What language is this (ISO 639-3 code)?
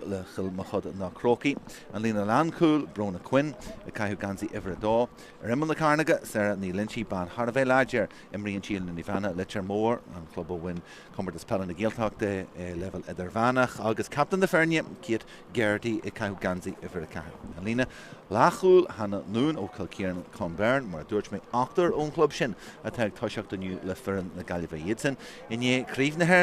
gle